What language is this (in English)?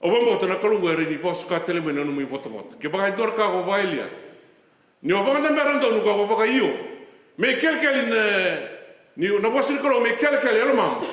Fijian